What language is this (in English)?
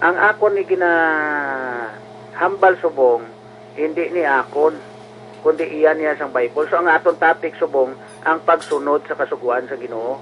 Hiligaynon